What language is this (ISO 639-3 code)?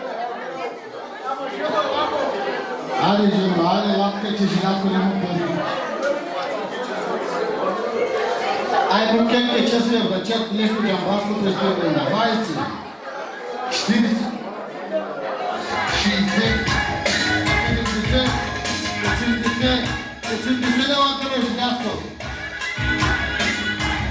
bul